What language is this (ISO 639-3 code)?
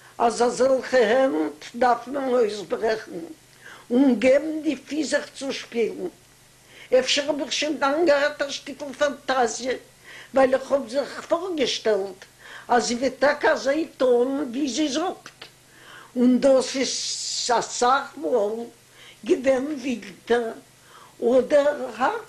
yid